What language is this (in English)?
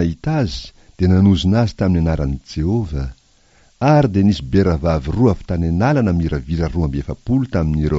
Malagasy